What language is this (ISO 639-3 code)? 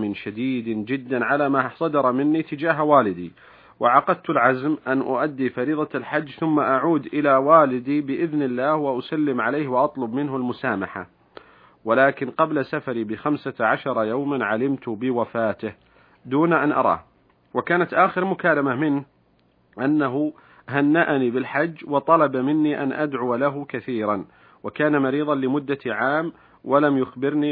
ara